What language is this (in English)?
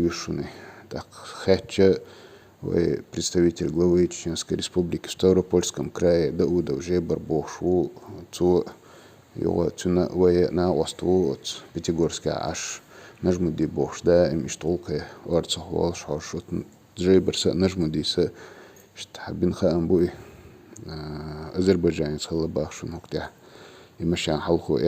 Chechen